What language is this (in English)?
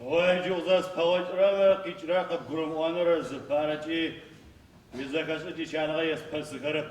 Adyghe